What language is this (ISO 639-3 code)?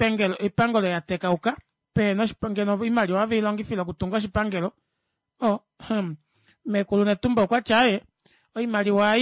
kua